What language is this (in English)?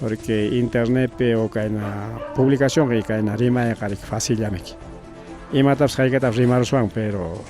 Ayacucho Quechua